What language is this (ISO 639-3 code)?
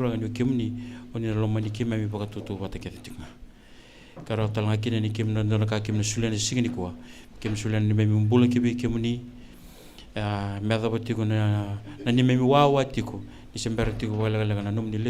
fij